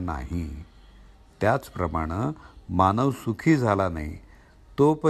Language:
Marathi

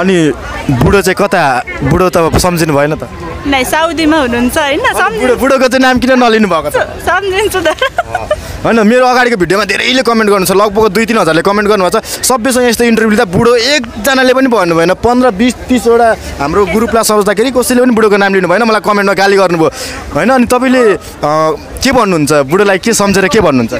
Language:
Nepali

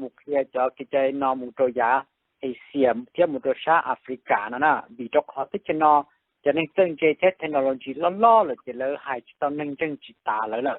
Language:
Hmong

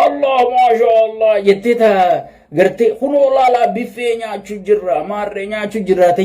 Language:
Oromo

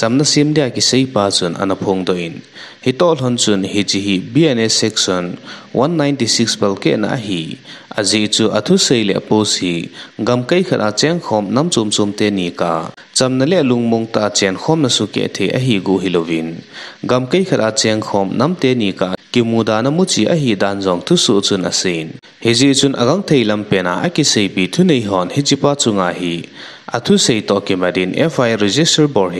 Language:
Thado Chin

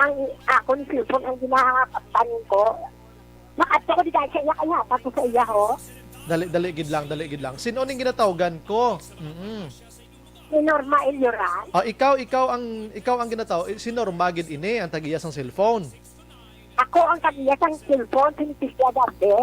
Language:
Hiligaynon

